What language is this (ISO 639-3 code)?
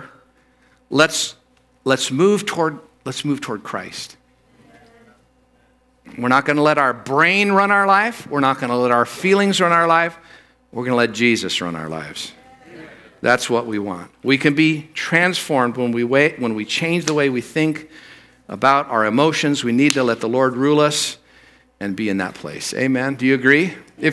eng